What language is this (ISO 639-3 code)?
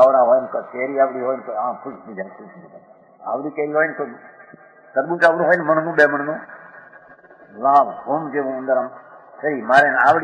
guj